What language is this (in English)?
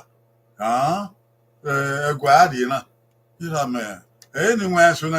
Bini